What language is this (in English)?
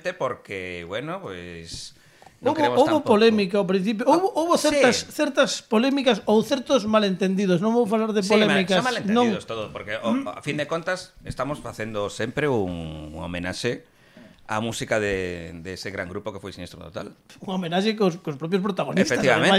Galician